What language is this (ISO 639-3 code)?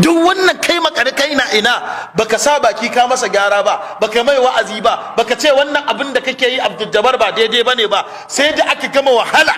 hau